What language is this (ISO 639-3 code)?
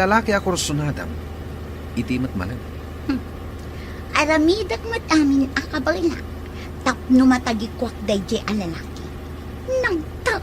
ilo